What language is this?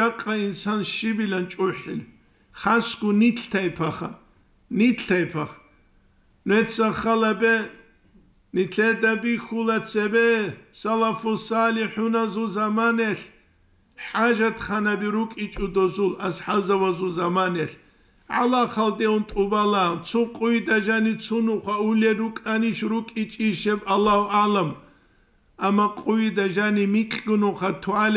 Avaric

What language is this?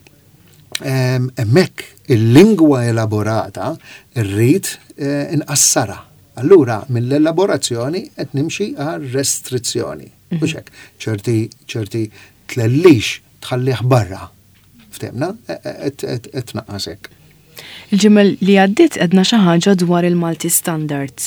Maltese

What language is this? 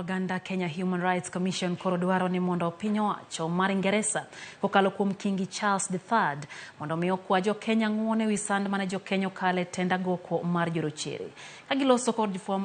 Luo (Kenya and Tanzania)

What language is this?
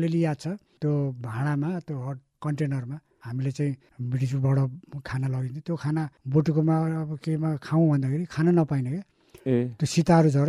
Nepali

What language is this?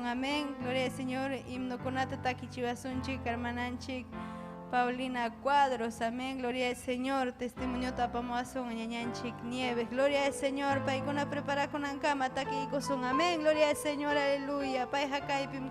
Ayacucho Quechua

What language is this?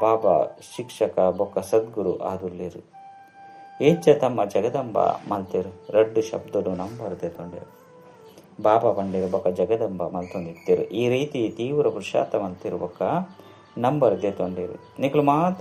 Tulu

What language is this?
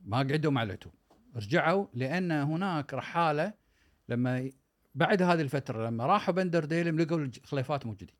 Gulf Arabic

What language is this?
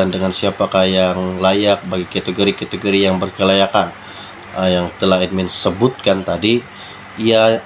Malay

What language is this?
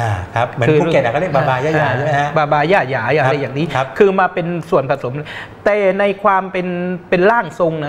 Thai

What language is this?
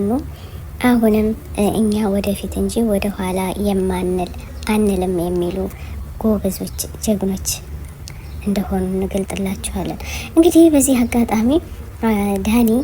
Amharic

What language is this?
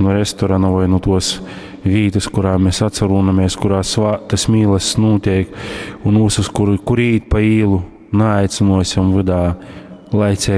Latgalian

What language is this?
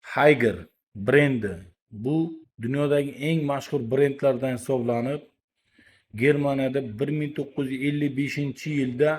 Uzbek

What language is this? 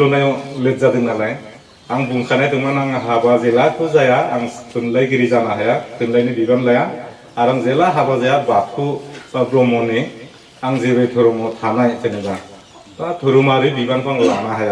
Bodo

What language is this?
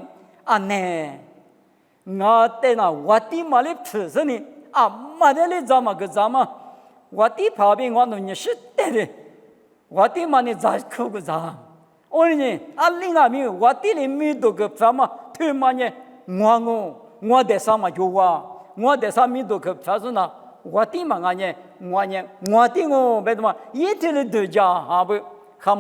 Lisu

